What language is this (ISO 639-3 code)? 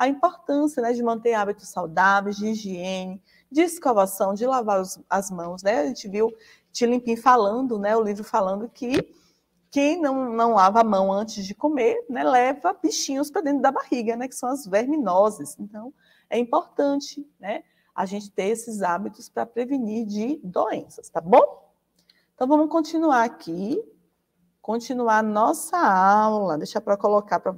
por